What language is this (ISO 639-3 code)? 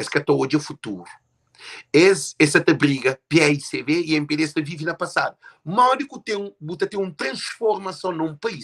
kea